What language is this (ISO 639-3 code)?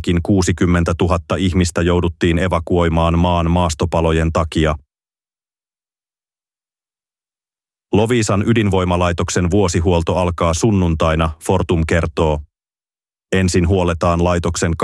fin